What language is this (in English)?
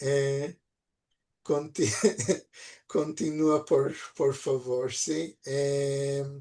Ladino